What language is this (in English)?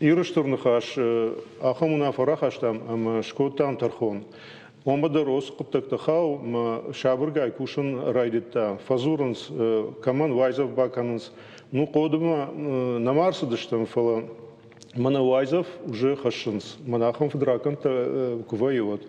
Ossetic